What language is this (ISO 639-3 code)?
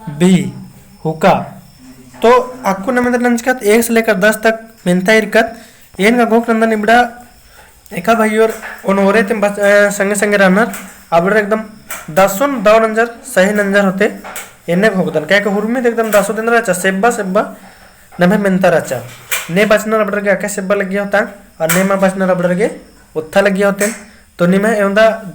kru